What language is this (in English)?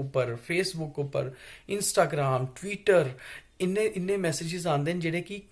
Dogri